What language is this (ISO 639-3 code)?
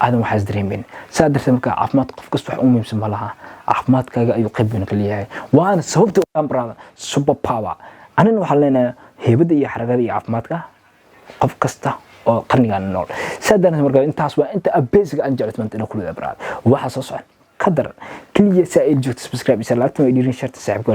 som